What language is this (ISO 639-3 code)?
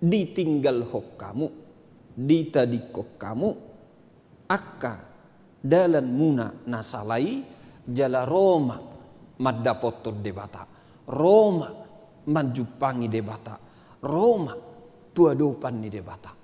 bbc